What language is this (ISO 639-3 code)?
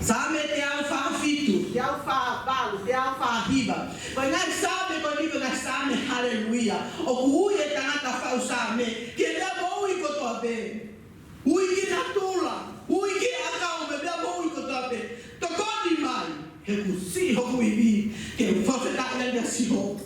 ton